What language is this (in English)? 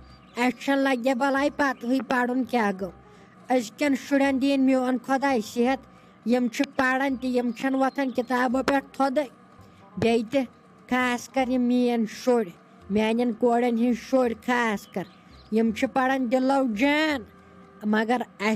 Kashmiri